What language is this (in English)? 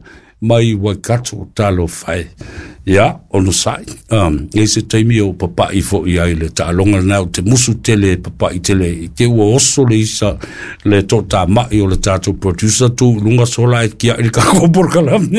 Samoan